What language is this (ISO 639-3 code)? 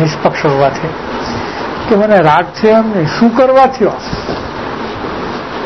guj